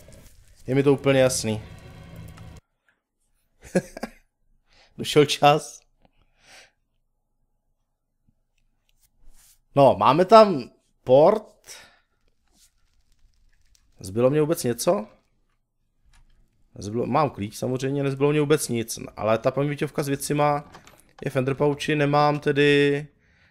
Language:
Czech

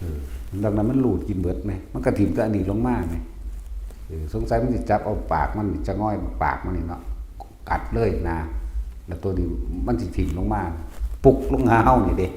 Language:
Northeastern Thai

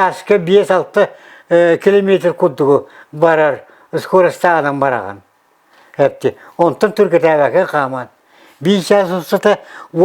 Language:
Yakut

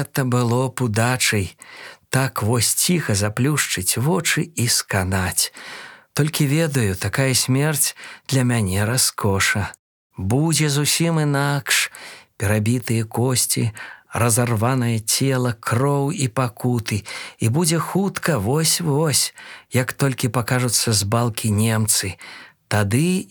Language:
Belarusian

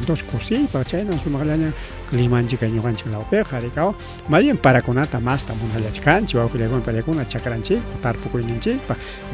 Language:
Ayacucho Quechua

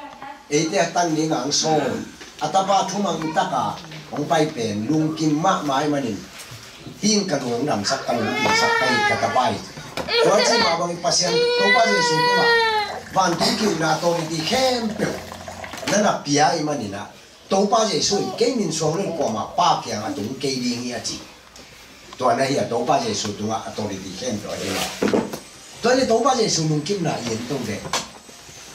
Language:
Tedim Chin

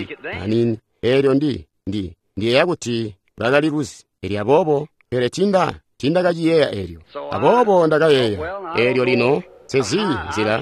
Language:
Tonga (Zambia)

